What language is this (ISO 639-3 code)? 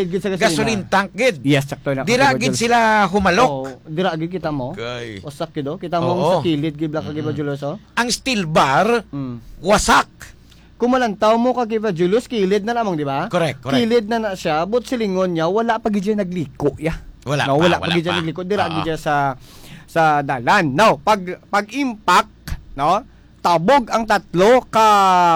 hil